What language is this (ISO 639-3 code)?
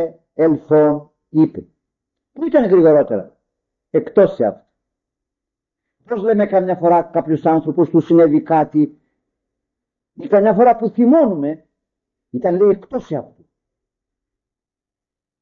ell